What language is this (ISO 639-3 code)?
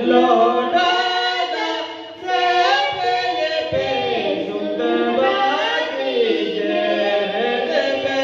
sat